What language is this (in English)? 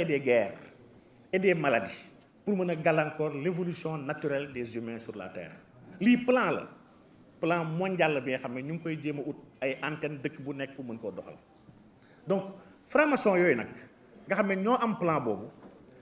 Wolof